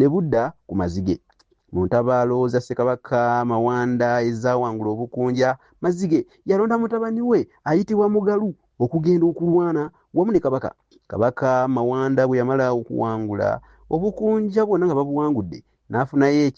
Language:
Ganda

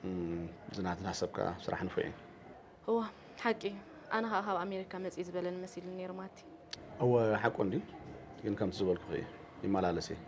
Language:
Tigrinya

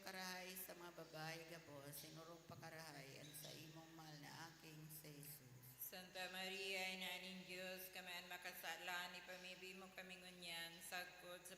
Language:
Bikol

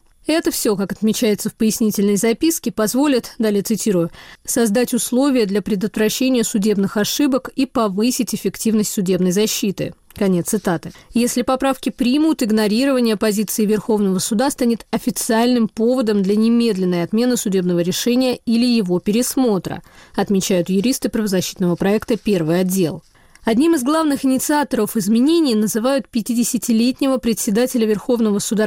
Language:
Russian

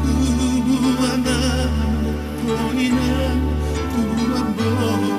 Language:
Batak Toba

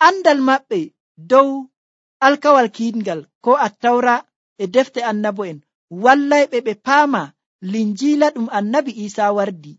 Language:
Nigerian Fulfulde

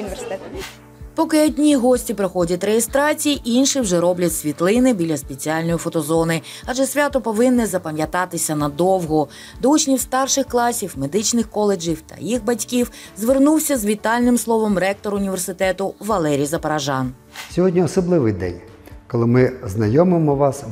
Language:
Ukrainian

